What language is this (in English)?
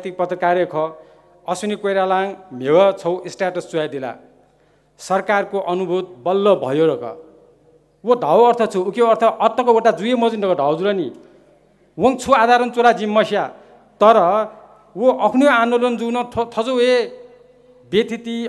Newari